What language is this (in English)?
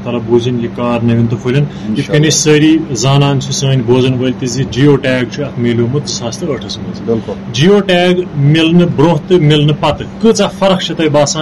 Kashmiri